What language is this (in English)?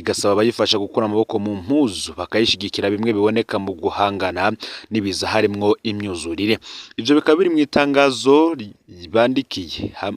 Rundi